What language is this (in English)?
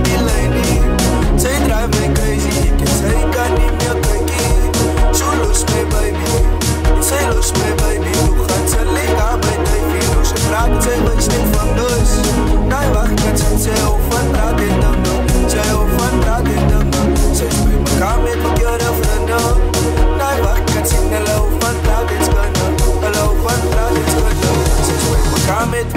Afrikaans